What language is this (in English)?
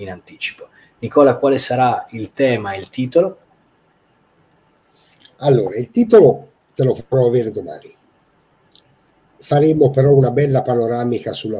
Italian